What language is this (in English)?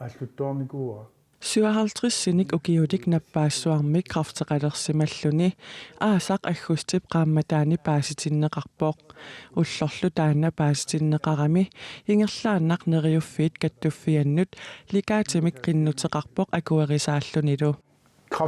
Kalaallisut